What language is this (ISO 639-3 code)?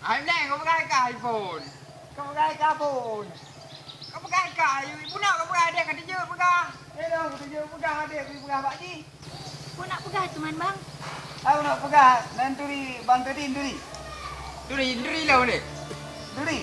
ace